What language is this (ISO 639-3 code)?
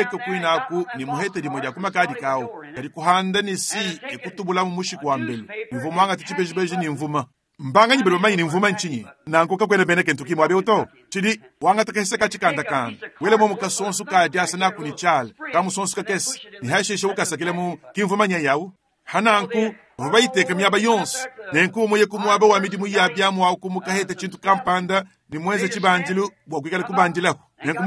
lua